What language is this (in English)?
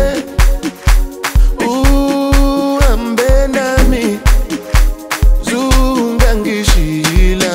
Swahili